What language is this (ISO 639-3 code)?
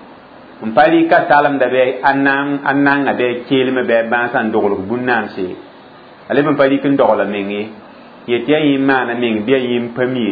mos